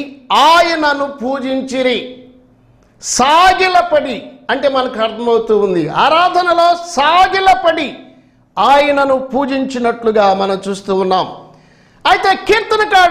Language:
Telugu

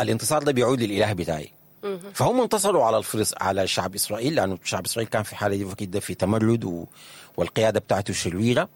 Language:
Sudanese Arabic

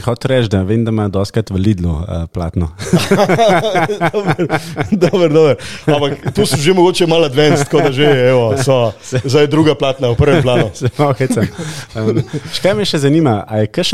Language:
Slovenian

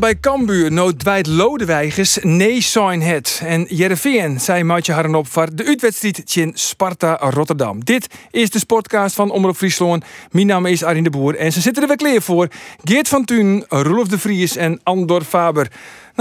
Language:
Western Frisian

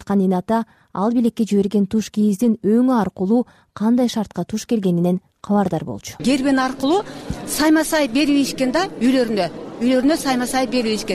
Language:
Kyrgyz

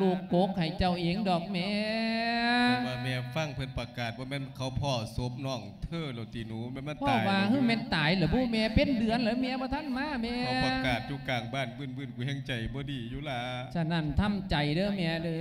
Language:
Lao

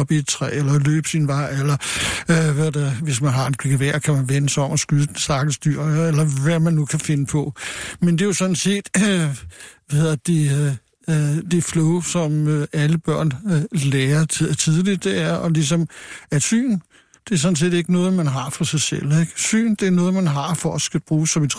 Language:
Danish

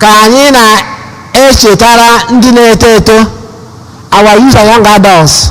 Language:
Igbo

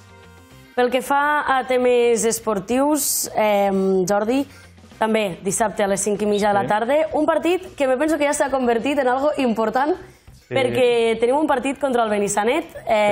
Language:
Catalan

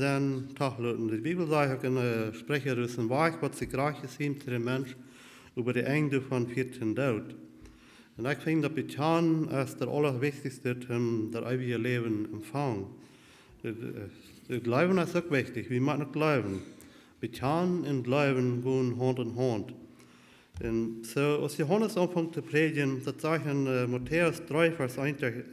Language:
Plautdietsch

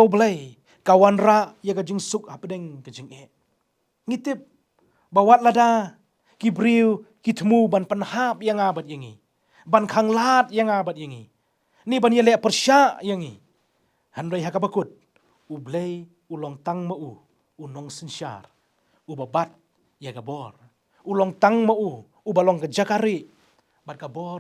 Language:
Khasi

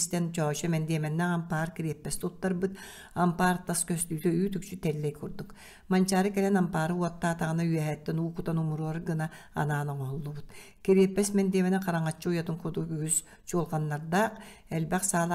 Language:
Yakut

